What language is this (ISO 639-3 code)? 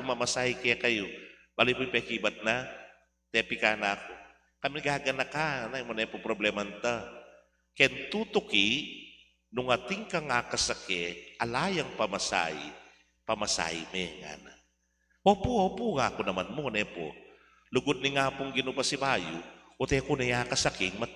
pam